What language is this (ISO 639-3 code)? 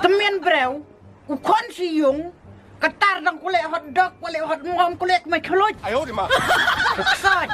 kha